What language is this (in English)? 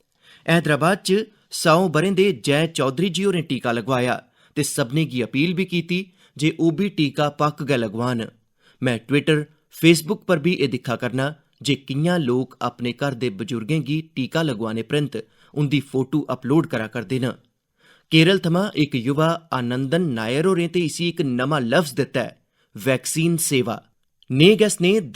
Dogri